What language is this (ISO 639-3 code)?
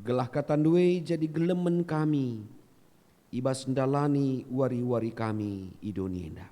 btx